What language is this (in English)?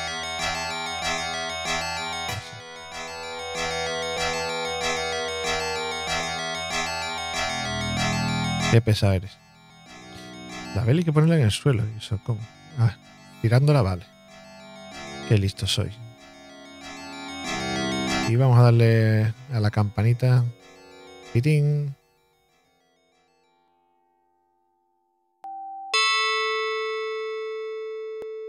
Spanish